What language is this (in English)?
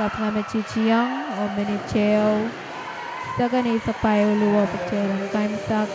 Pohnpeian